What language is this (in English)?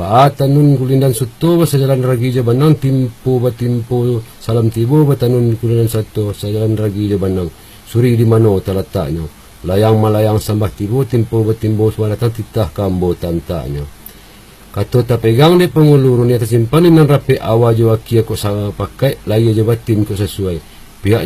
Minangkabau